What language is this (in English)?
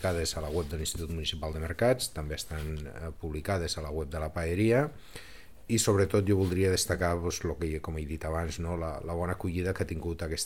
Catalan